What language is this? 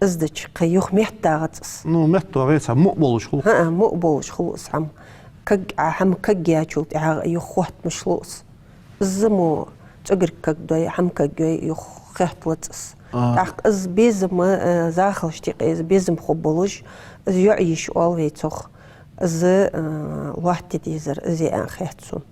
Ingush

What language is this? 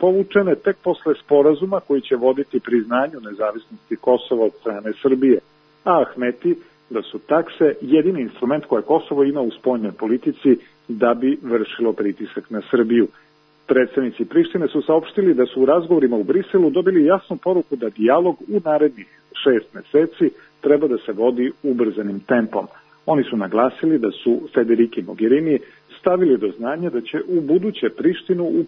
Serbian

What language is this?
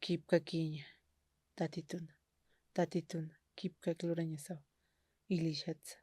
Aymara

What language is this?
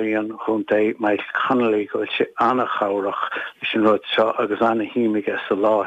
Irish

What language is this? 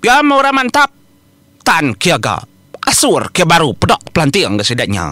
Iban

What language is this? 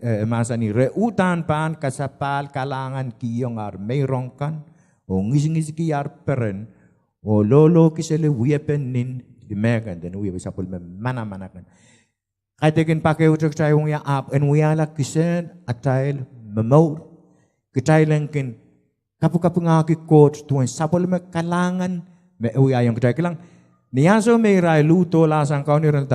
Pohnpeian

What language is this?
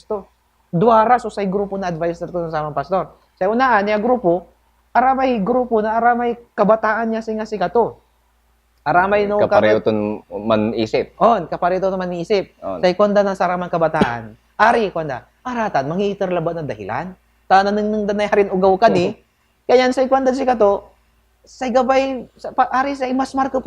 Pangasinan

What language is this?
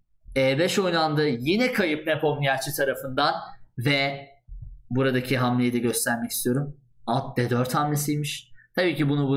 Turkish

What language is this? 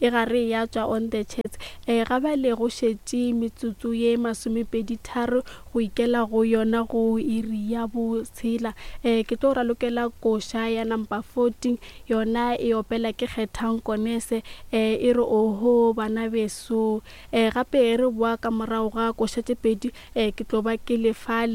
Northern Sotho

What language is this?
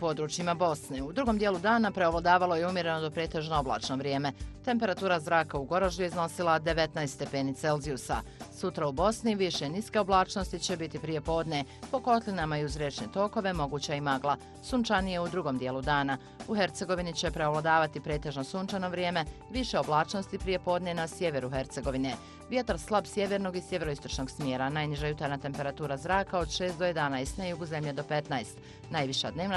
Bosnian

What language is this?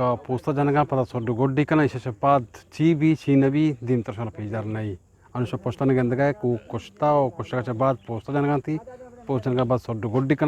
Eastern Balochi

